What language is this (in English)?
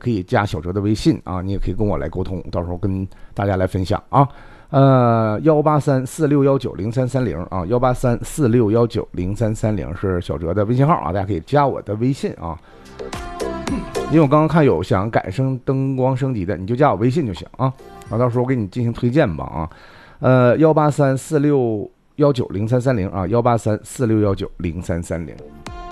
Chinese